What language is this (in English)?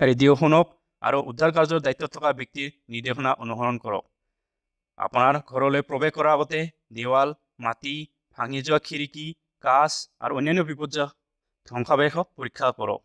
Assamese